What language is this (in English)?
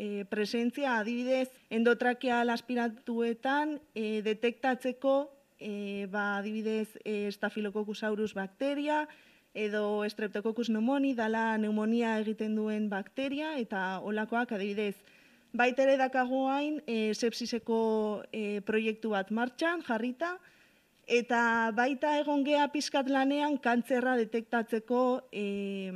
Basque